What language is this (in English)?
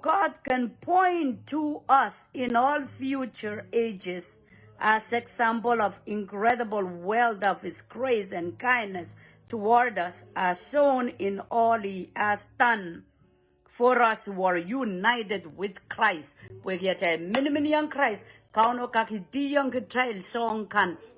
Pohnpeian